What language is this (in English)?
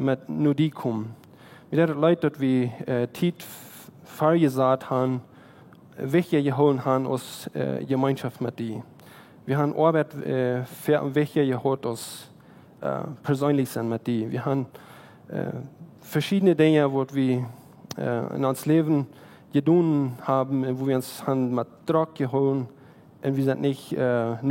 Plautdietsch